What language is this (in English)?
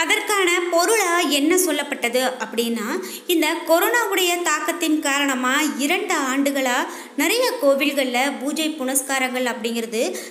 Tamil